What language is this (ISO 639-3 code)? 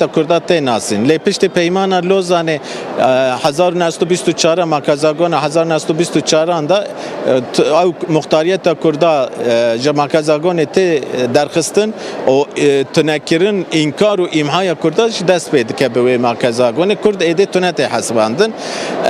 kur